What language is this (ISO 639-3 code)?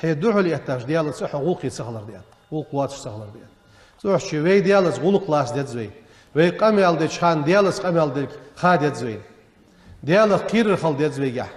inh